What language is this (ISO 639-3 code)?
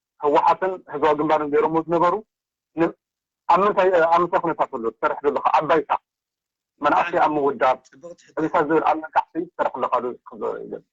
tir